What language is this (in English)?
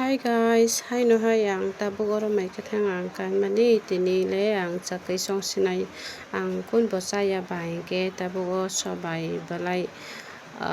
Kok Borok